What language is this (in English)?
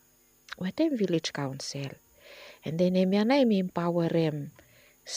Bislama